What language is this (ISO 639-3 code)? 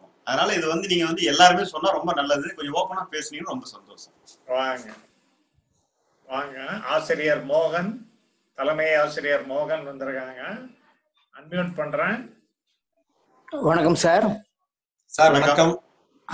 tam